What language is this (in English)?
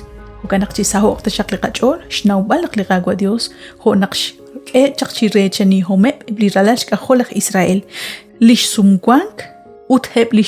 Kekchí